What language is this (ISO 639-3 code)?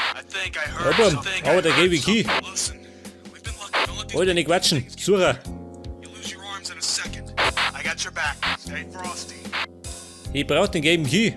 bar